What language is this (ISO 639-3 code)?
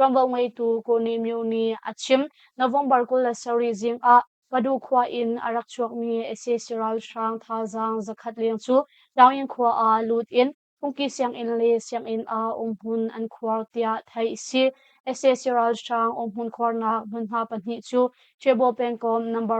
cnh